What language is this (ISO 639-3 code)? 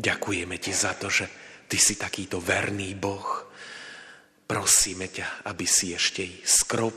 slk